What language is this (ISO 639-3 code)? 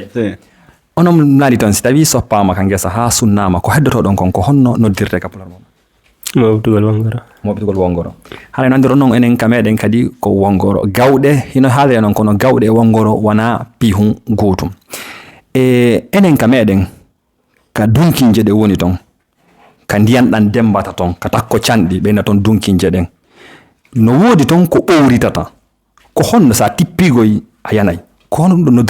ful